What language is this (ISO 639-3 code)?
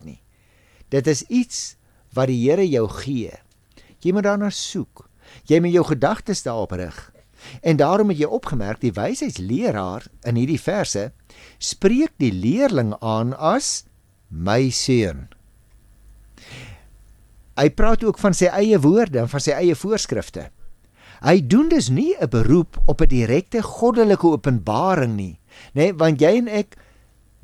afr